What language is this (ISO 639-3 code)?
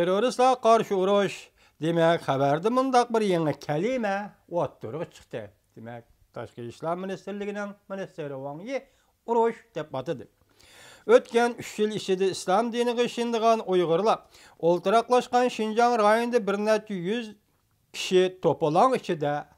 uig